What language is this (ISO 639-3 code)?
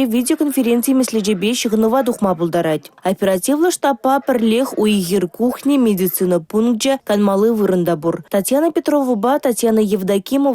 chv